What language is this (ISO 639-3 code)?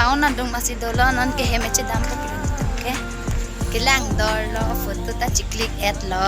mjw